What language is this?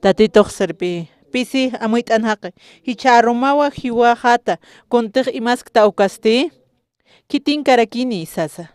Aymara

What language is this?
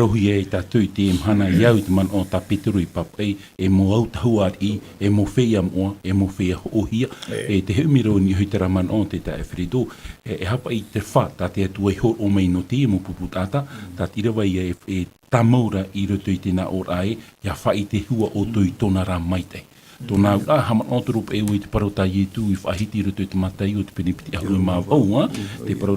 Tahitian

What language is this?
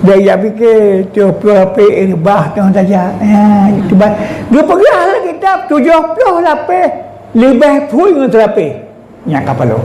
Achinese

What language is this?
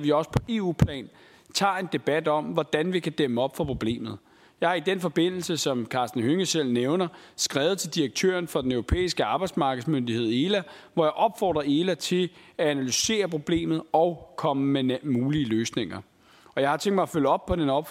Danish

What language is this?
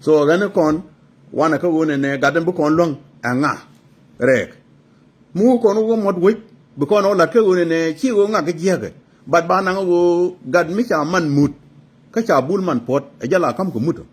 Nuer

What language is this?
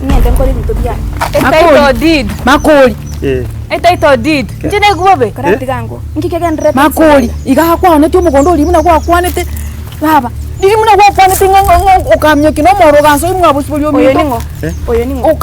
Gusii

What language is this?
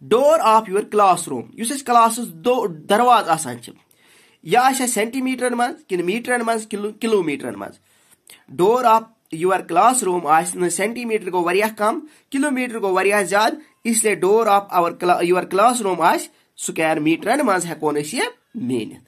Kashmiri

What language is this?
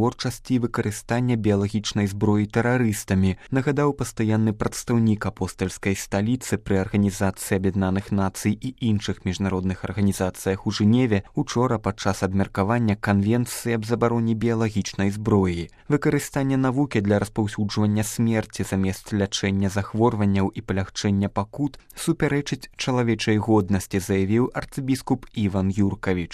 Belarusian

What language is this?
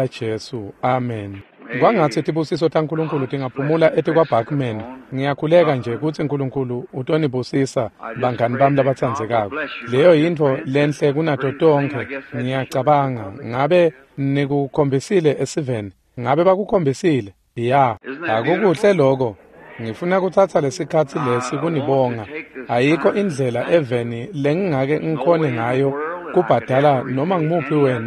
Swati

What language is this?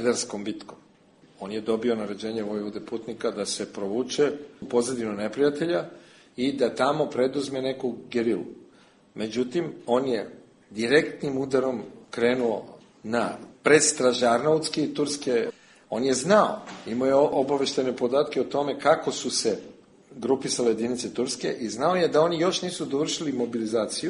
Serbian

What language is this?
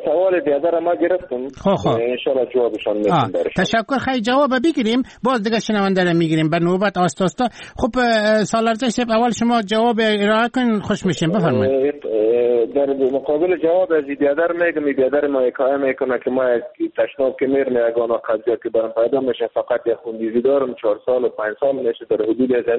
Persian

